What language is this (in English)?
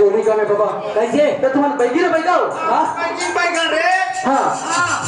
Chhattisgarhi